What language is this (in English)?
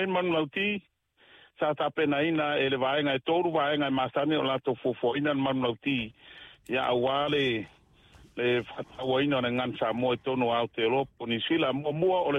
Samoan